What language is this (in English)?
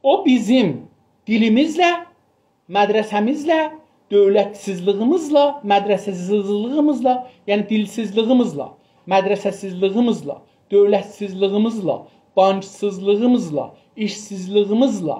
South Azerbaijani